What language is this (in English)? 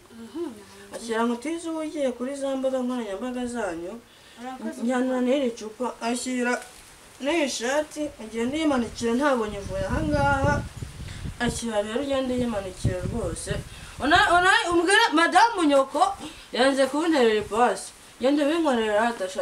Kinyarwanda